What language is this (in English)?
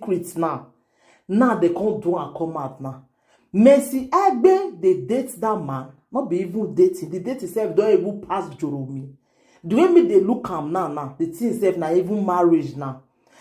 Nigerian Pidgin